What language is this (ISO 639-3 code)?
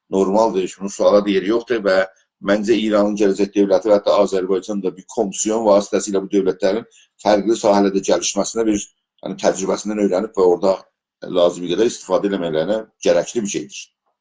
azb